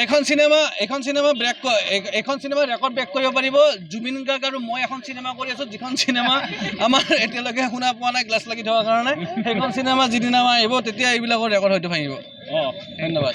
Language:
Assamese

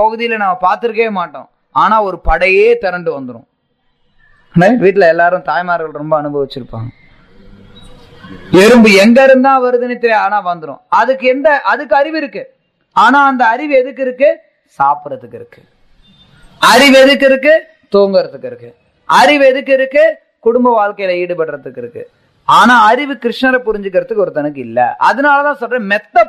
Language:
Tamil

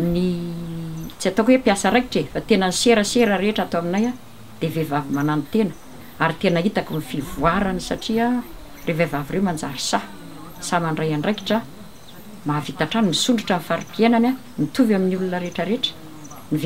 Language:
Malagasy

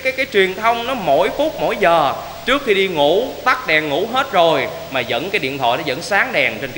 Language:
Vietnamese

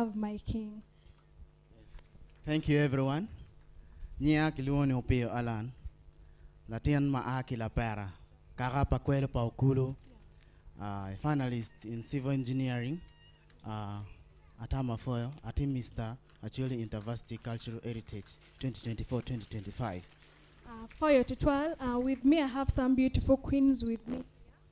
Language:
Acoli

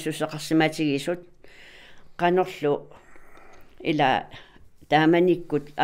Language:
Kalaallisut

